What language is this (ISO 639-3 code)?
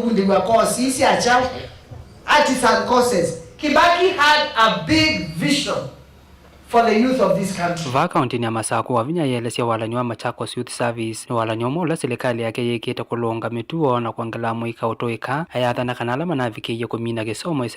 kam